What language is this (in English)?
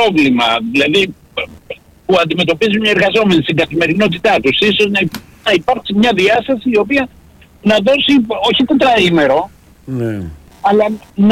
Greek